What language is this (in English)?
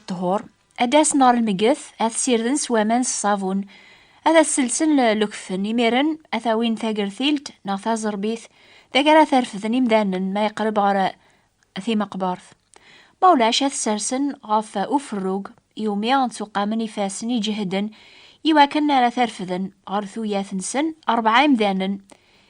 Kabyle